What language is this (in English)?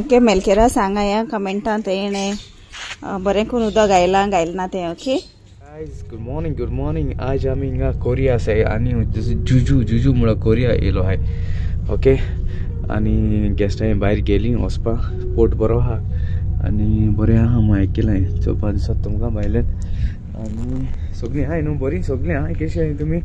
Konkani